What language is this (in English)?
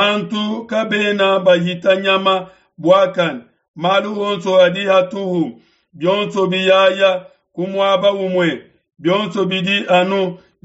Luba-Lulua